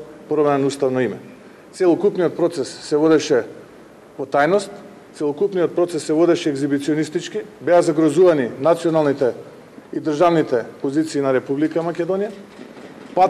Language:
Macedonian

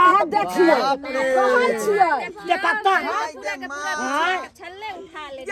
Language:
Maithili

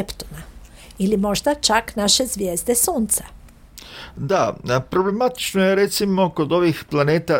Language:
Croatian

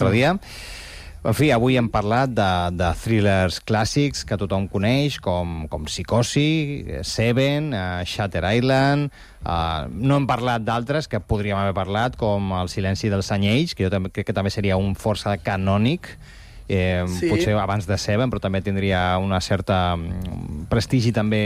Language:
Catalan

